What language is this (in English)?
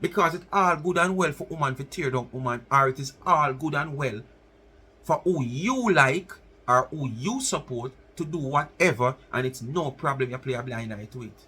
Jamaican Creole English